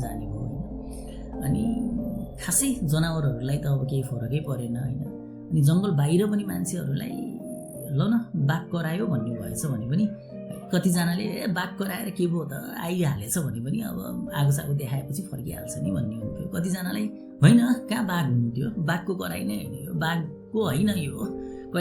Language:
Nepali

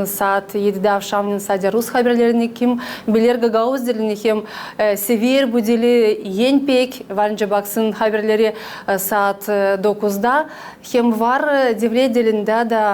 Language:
Gagauz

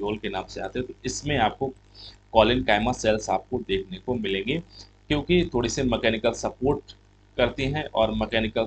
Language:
Hindi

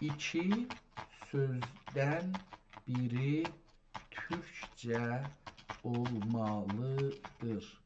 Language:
South Azerbaijani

